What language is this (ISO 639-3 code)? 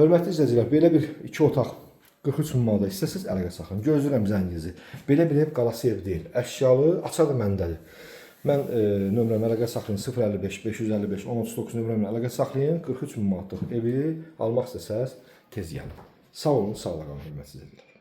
aze